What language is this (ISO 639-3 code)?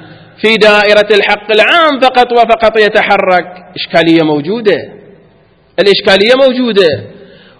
ara